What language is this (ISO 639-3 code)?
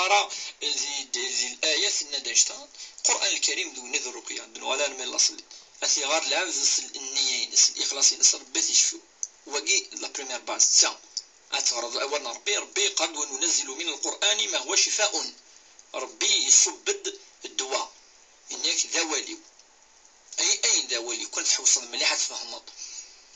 kab